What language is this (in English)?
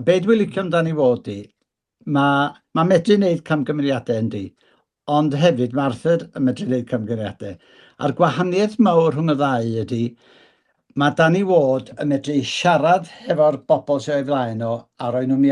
Welsh